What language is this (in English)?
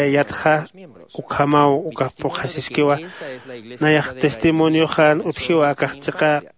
Aymara